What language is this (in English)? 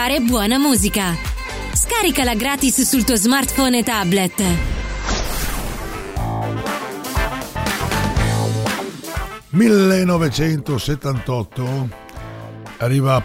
Italian